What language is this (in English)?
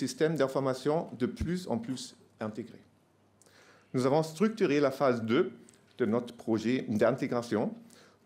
French